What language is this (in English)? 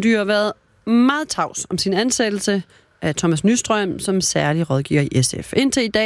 Danish